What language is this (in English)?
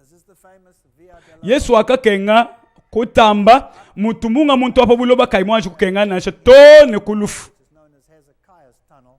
Luba-Lulua